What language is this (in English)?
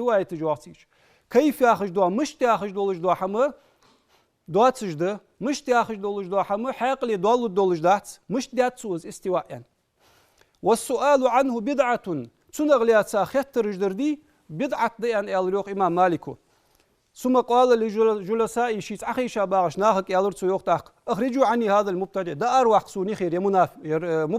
Ingush